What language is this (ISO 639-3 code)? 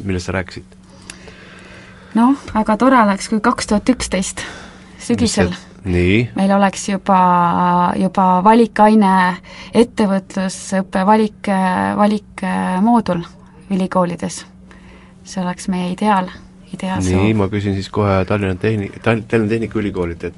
est